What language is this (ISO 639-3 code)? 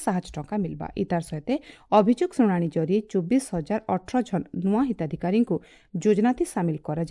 ori